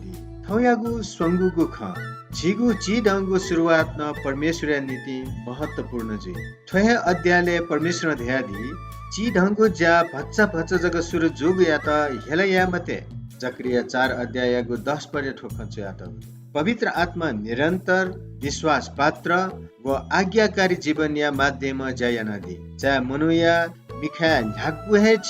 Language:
Newari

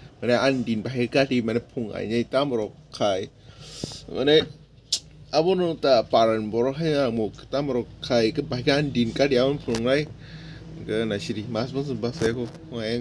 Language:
Kok Borok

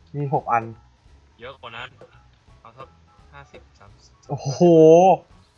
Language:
Thai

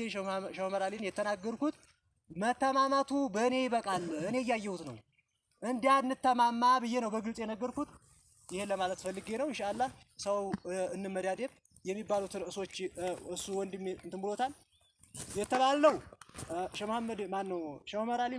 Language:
Amharic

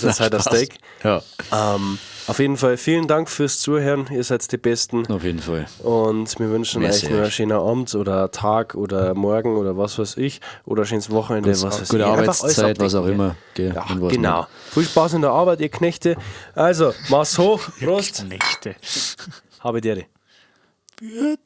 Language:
Bavarian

